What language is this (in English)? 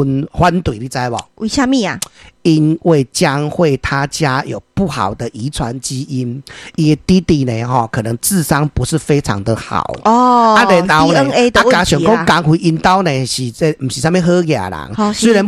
Min Nan Chinese